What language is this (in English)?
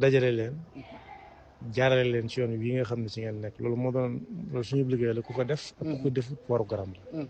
Wolof